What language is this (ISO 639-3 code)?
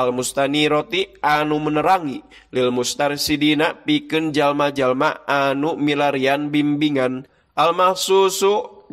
sun